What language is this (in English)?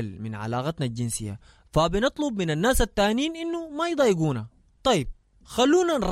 Sudanese Arabic